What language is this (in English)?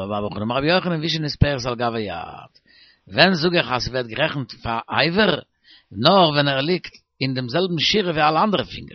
Yiddish